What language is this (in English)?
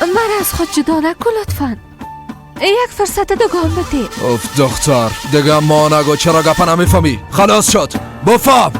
Persian